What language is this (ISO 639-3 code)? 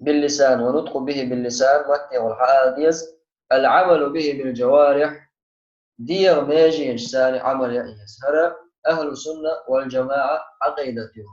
che